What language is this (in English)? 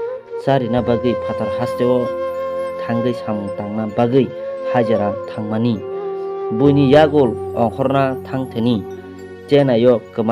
Kok Borok